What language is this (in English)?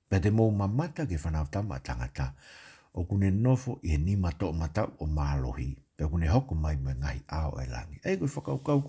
Tongan